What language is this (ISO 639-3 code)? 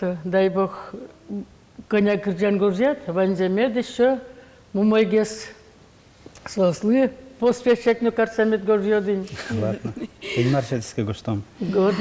udm